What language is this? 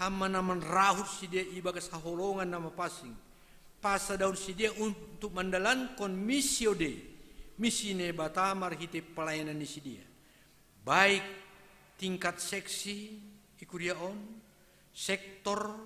Batak Simalungun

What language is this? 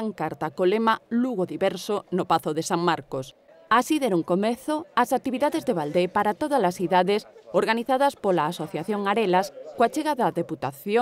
Galician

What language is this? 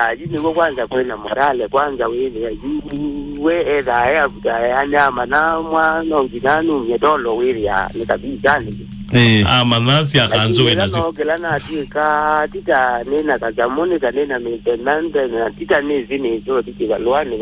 Kamba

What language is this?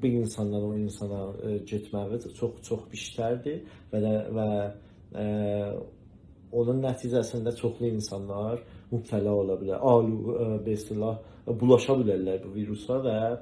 South Azerbaijani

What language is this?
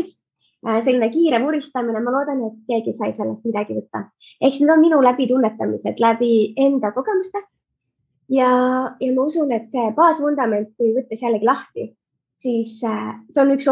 Estonian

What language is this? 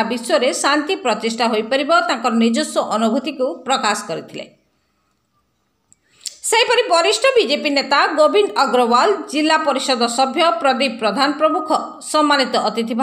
Odia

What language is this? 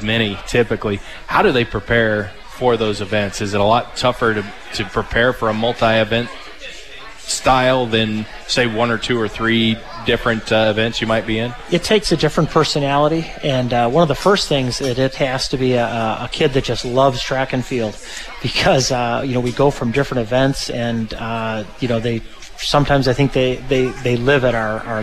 English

